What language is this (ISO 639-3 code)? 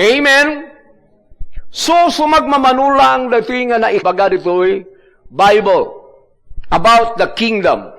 ilo